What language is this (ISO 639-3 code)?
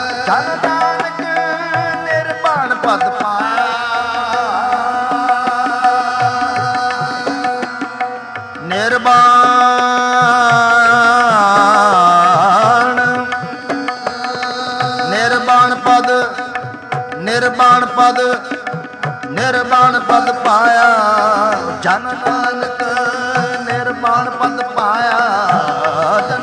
pan